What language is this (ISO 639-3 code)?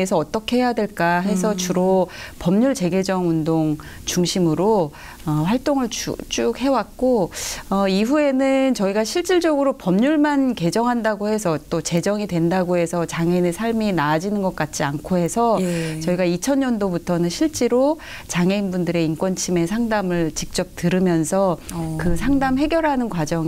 kor